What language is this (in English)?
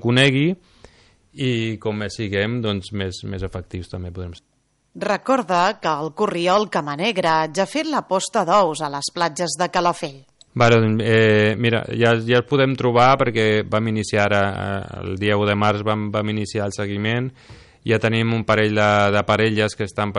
Catalan